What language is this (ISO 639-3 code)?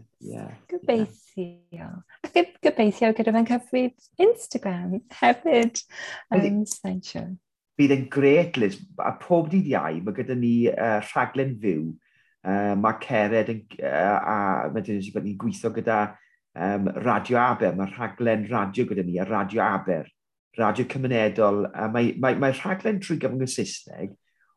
cym